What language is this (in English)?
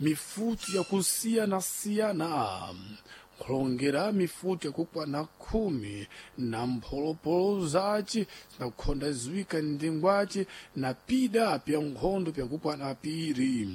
Sena